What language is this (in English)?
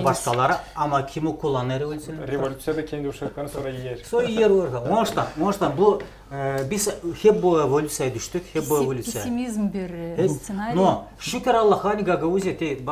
Gagauz